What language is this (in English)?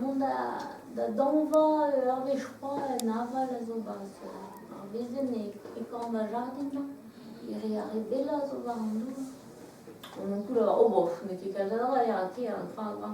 Breton